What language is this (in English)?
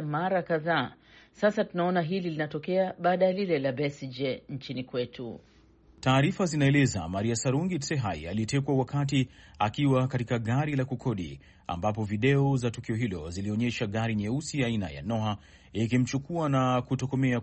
Swahili